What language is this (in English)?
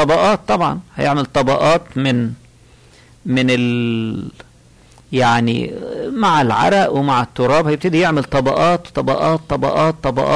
Egyptian Arabic